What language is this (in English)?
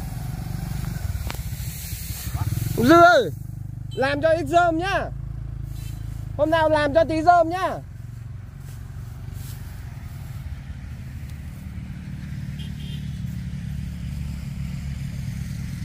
Vietnamese